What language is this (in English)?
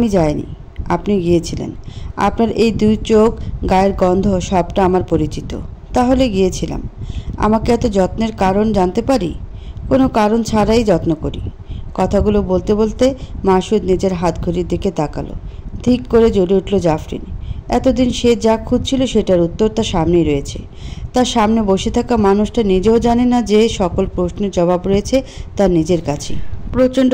Bangla